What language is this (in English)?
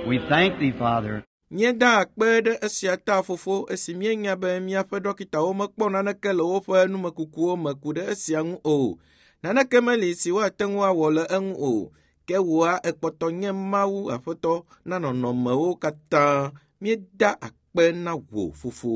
Ewe